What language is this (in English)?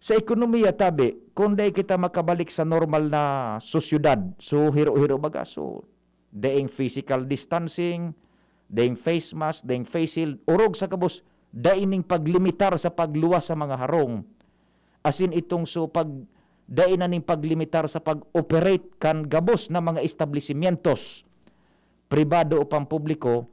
Bikol